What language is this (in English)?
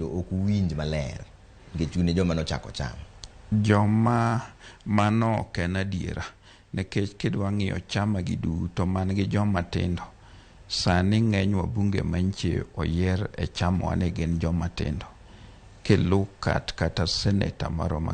Luo (Kenya and Tanzania)